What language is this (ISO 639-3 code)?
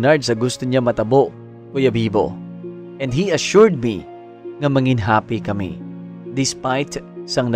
hil